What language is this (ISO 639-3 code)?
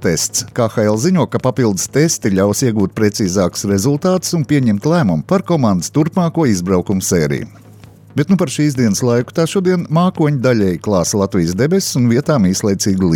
lav